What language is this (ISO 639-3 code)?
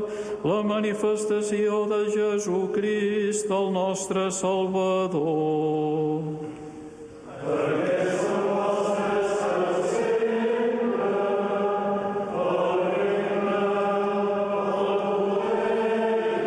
cat